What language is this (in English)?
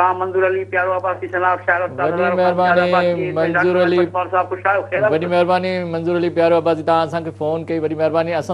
Sindhi